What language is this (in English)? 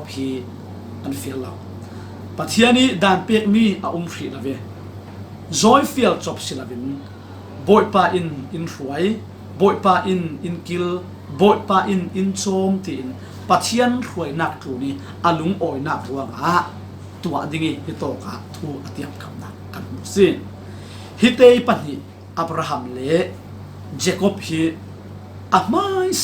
Falam Chin